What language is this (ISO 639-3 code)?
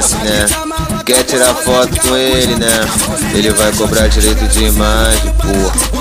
por